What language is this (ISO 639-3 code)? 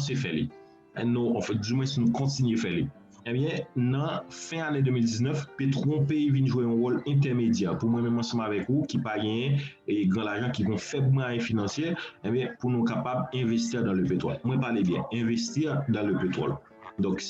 hat